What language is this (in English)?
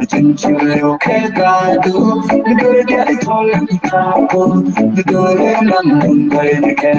Nuer